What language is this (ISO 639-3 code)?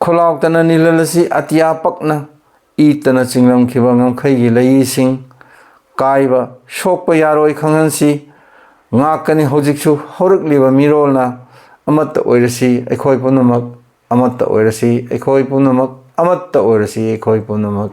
mni